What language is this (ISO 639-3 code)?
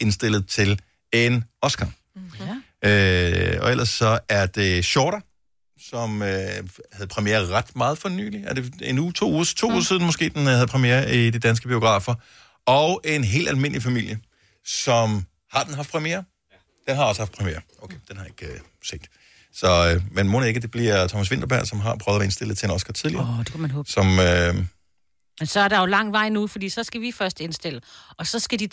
dan